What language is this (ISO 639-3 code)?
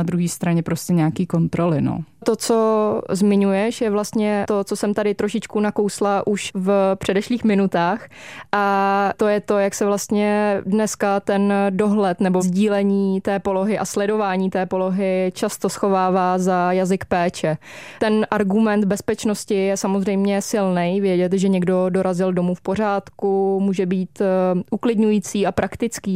ces